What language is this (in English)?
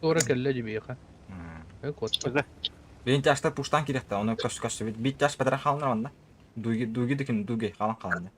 Yakut